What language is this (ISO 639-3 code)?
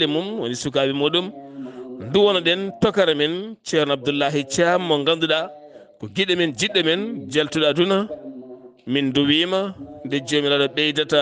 ful